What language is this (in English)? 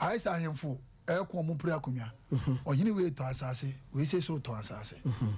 Akan